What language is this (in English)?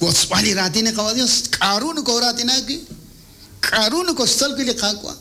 Kekchí